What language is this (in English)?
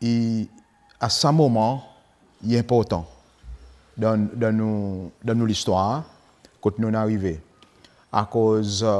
Seselwa Creole French